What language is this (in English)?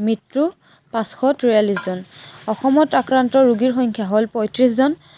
Assamese